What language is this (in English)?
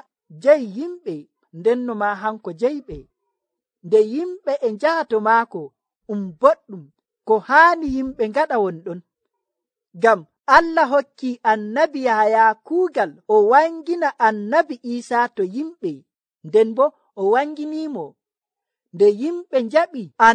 Nigerian Fulfulde